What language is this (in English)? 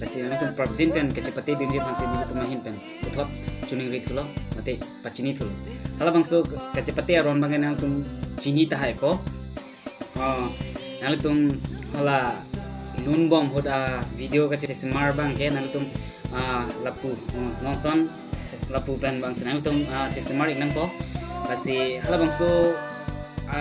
Karbi